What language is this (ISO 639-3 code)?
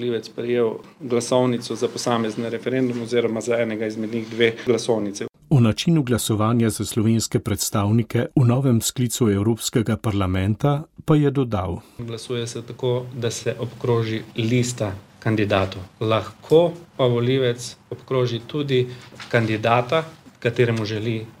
slv